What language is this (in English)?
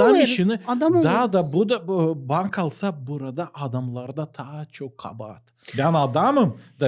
Gagauz